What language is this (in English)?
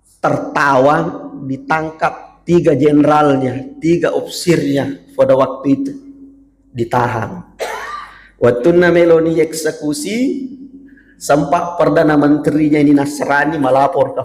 Buginese